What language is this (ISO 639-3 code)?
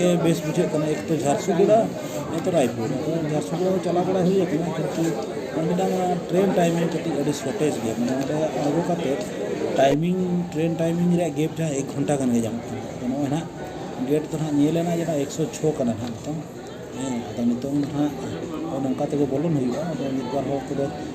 sat